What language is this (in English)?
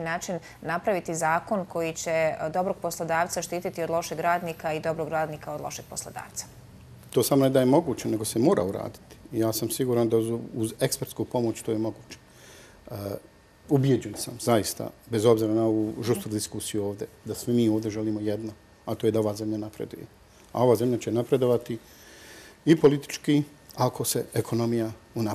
Bosnian